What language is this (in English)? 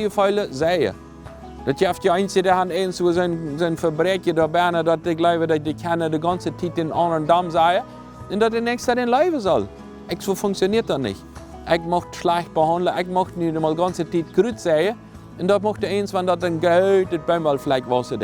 Plautdietsch